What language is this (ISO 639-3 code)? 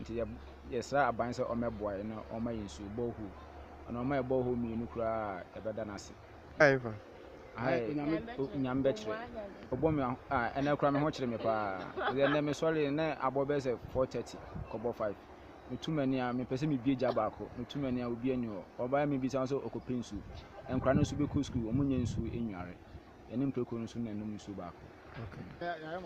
aka